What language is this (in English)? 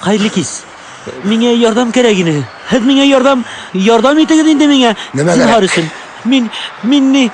Bashkir